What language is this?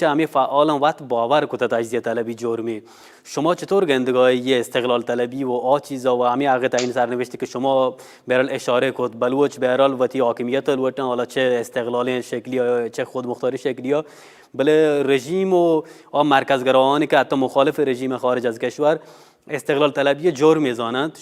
Baluchi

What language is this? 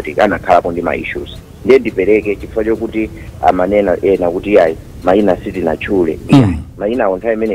Nyanja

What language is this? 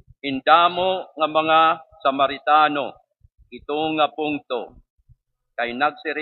Waray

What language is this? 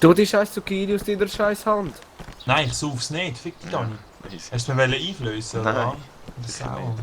Swiss German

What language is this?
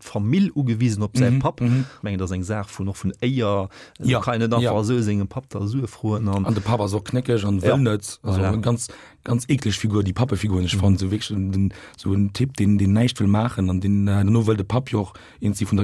Luxembourgish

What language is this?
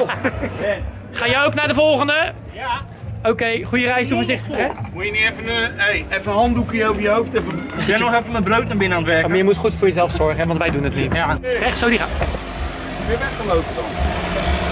Dutch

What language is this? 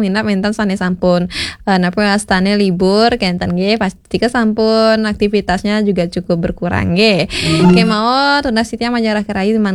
Balinese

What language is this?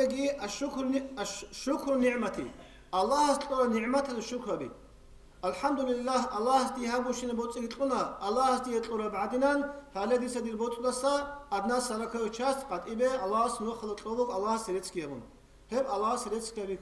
Avaric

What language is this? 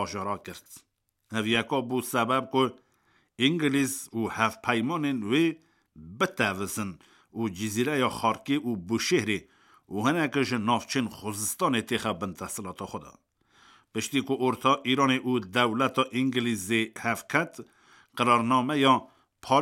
Kurdish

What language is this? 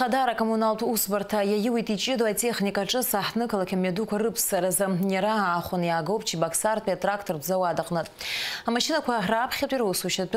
Abkhazian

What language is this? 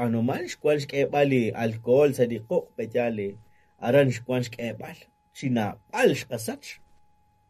Kekchí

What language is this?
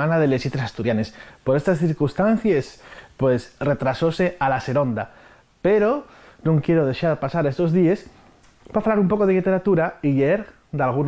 Asturian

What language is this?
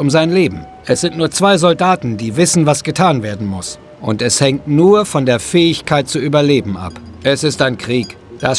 Bavarian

